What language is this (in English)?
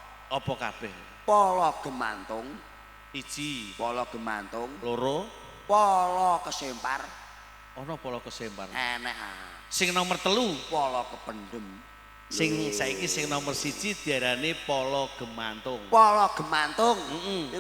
Javanese